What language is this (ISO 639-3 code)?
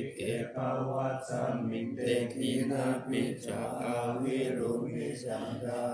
pli